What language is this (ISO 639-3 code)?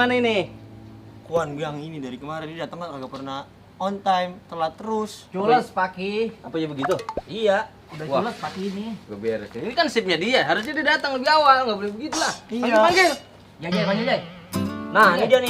bew